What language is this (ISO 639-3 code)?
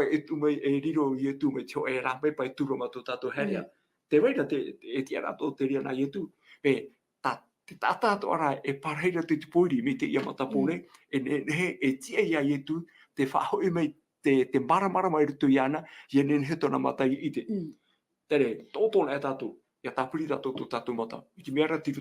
tah